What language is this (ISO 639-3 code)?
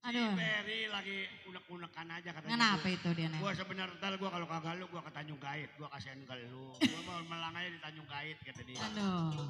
bew